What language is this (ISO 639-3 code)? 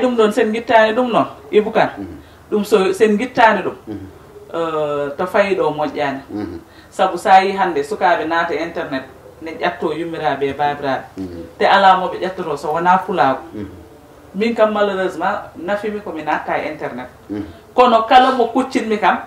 ful